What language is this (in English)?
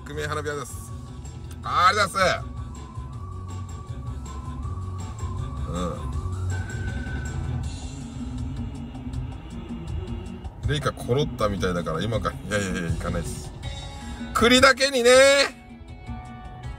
Japanese